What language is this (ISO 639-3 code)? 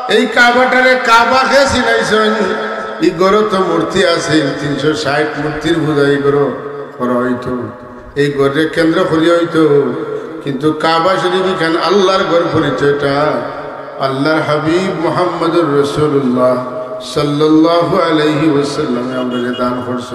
syl